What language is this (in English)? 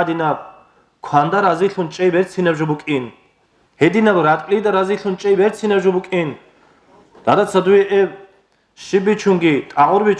Avaric